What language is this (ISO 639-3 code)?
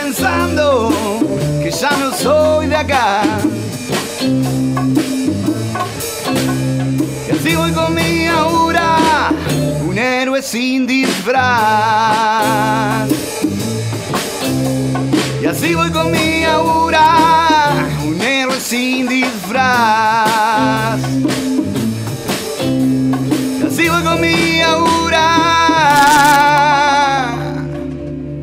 spa